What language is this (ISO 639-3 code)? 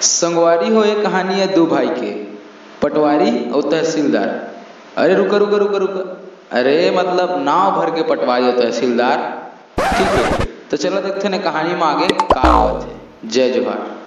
hne